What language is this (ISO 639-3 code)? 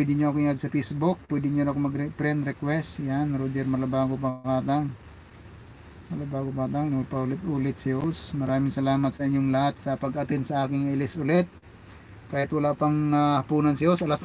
fil